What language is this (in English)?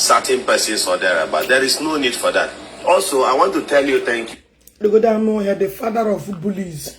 Igbo